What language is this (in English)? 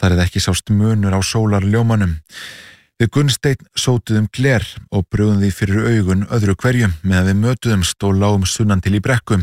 Icelandic